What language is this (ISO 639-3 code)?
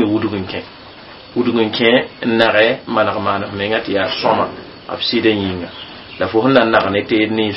mos